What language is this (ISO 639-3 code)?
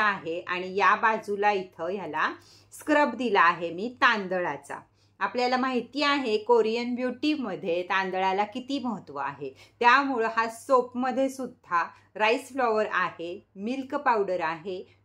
mar